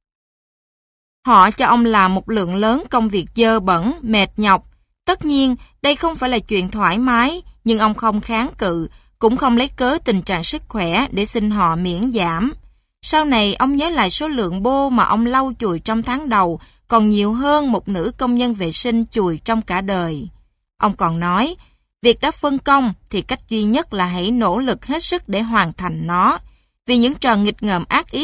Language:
Vietnamese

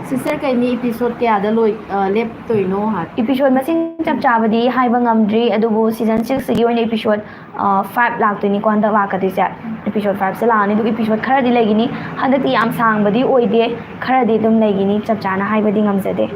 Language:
Manipuri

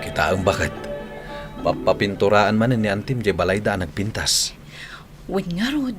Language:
Iloko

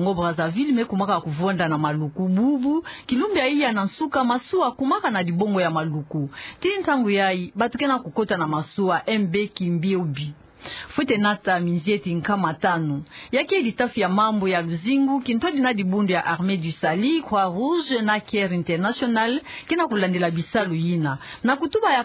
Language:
Kituba (Democratic Republic of Congo)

